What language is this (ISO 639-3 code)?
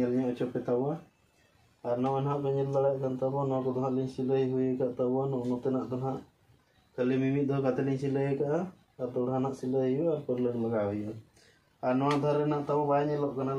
sat